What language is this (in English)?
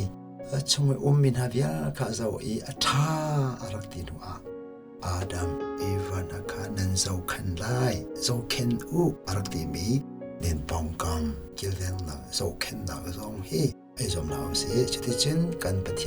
Hakha Chin